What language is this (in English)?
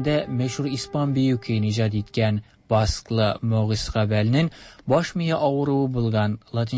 Tatar